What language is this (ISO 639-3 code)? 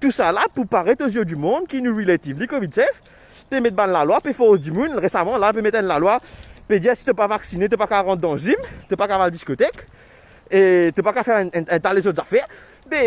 mfe